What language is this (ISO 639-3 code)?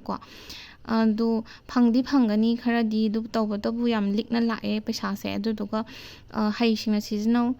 mni